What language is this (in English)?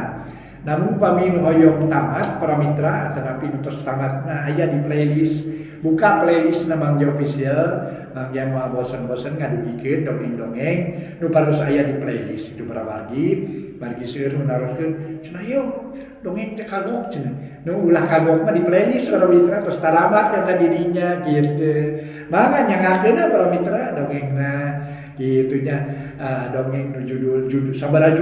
Sundanese